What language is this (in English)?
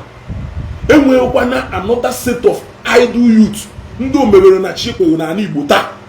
Igbo